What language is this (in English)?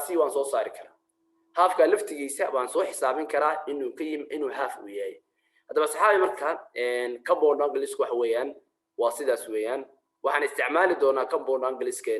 Somali